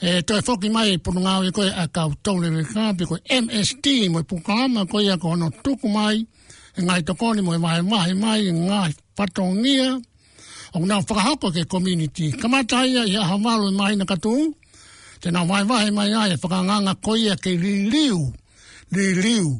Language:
Tongan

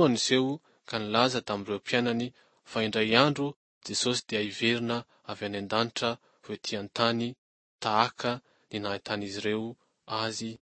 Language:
Malagasy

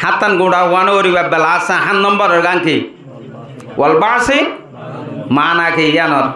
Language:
Rohingya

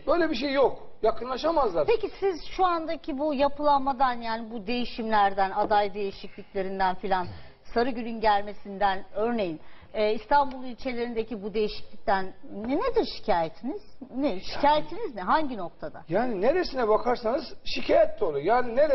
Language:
Turkish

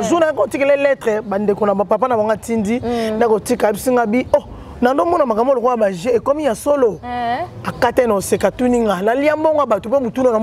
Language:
Lingala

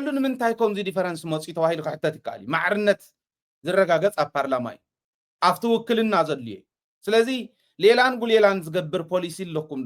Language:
Tigrinya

